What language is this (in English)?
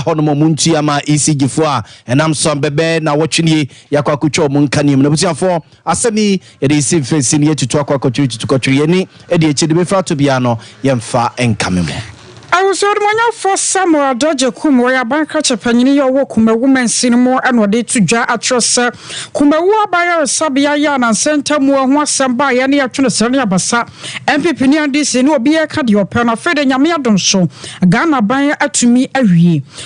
Akan